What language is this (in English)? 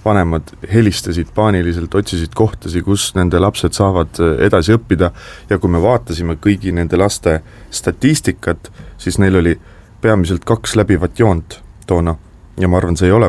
Estonian